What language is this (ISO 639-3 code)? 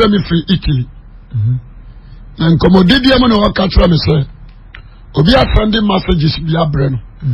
aka